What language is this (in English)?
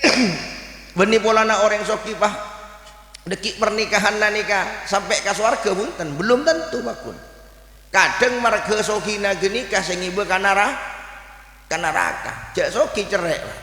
Madurese